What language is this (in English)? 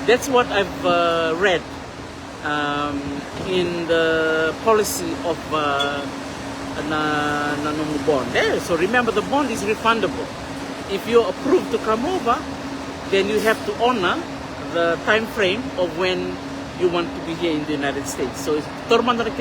Fijian